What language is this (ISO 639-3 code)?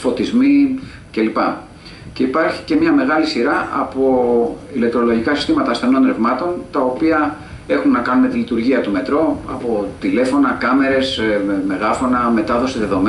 ell